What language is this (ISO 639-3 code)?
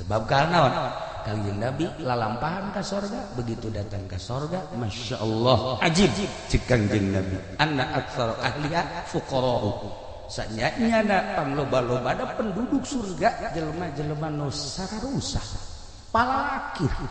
sun